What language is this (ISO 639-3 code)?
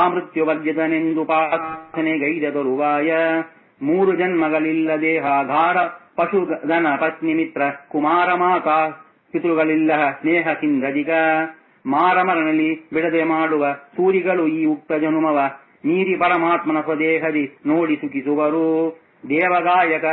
kan